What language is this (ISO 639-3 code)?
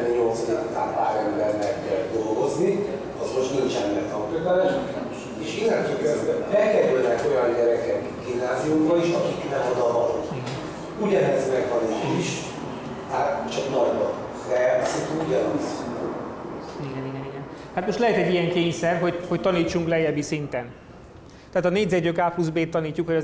hun